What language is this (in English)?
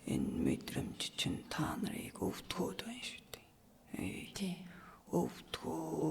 Mongolian